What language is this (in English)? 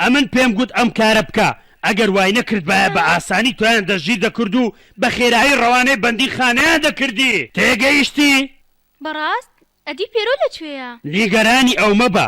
Central Kurdish